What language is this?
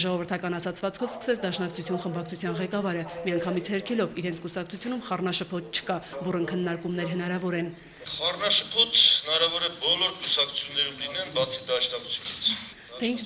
Armenian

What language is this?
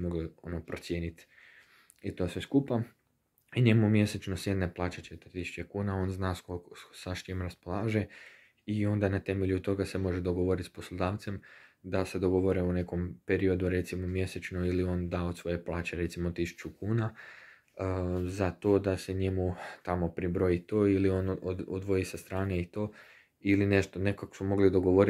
Croatian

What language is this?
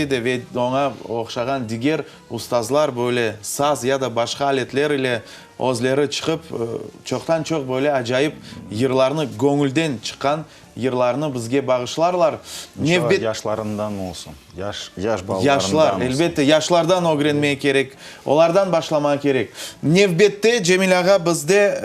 Crimean Tatar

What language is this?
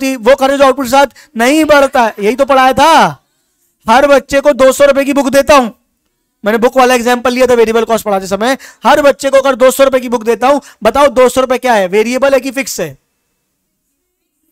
Hindi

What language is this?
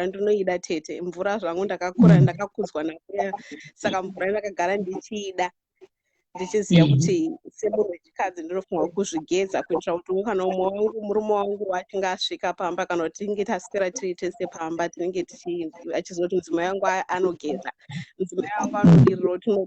Shona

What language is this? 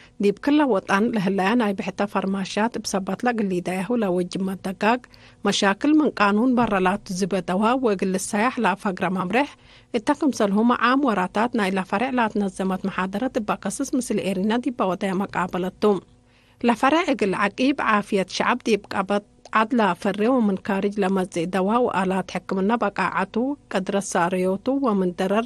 Tigre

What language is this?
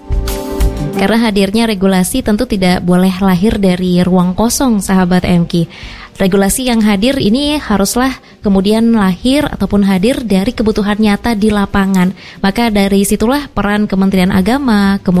Indonesian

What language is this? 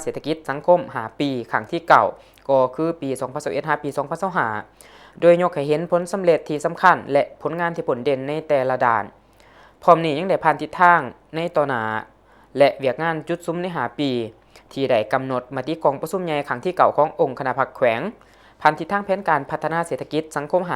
Lao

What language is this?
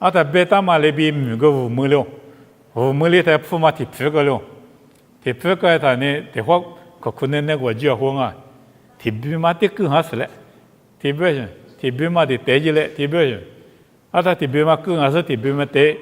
Lisu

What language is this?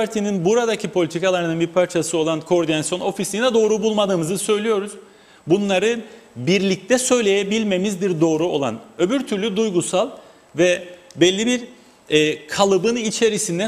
Turkish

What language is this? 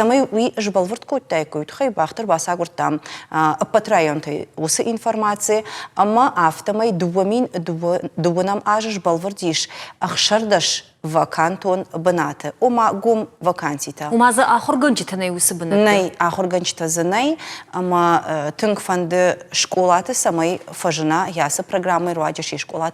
Ossetic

